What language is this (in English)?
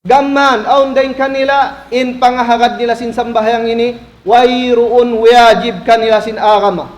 Tausug